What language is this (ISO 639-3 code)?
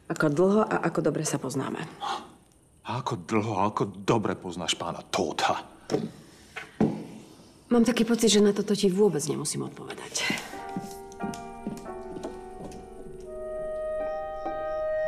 slk